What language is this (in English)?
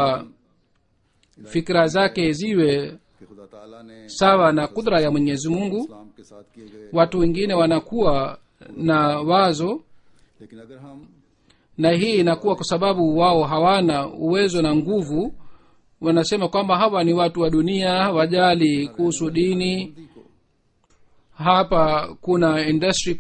Swahili